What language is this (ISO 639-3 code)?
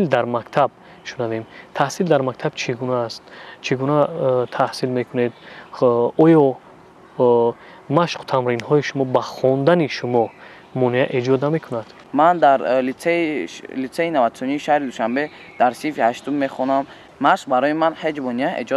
tgk